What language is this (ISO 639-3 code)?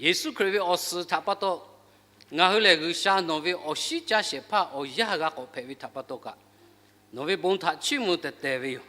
lhu